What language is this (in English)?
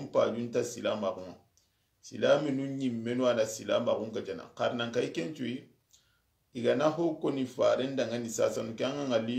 Soninke